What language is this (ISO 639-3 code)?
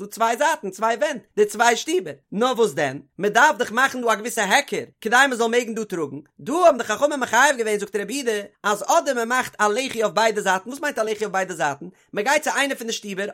yid